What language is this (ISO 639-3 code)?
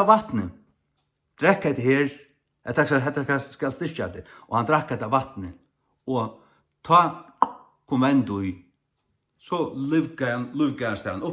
fao